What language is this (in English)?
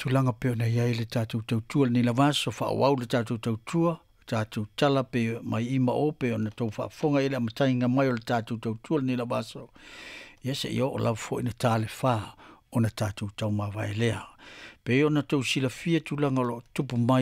Samoan